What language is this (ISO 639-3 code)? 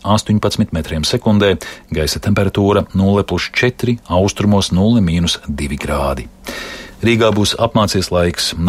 lav